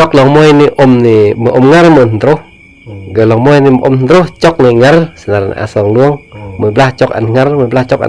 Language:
Khmu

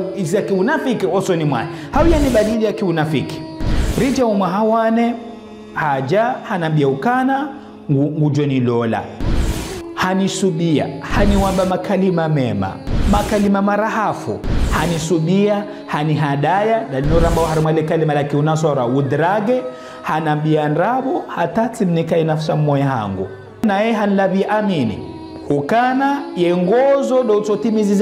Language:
Ngazidja Comorian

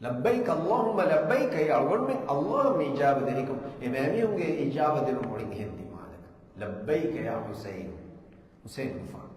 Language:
Divehi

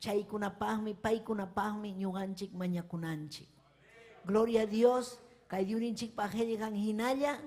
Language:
Ayacucho Quechua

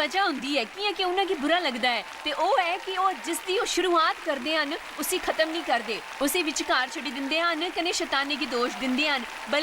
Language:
Dogri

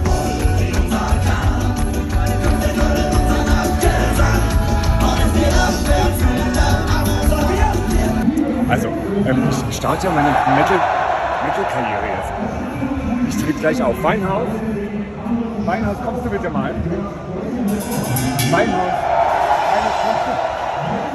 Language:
German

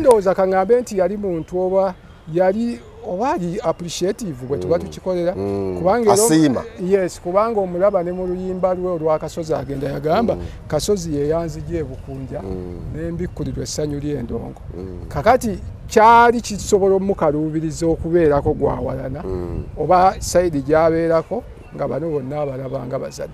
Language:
Ganda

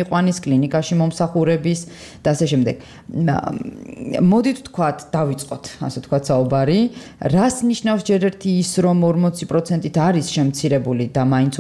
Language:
Georgian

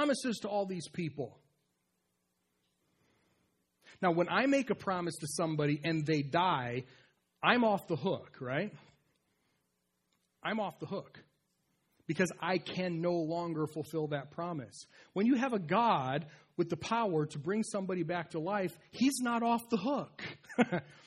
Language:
English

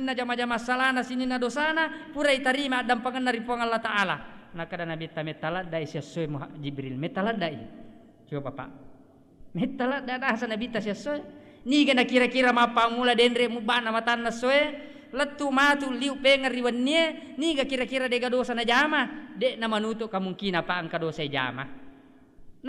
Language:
Buginese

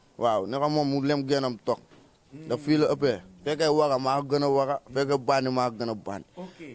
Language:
Wolof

